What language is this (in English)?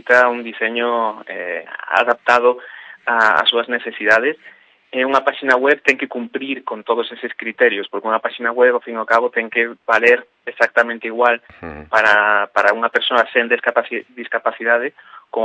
Galician